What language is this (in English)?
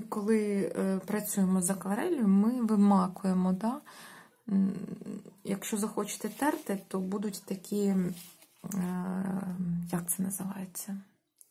Ukrainian